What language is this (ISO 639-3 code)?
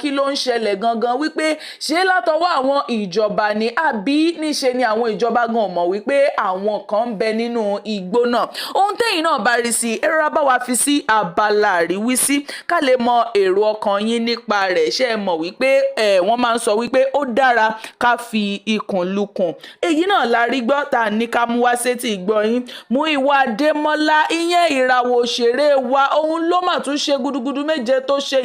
yor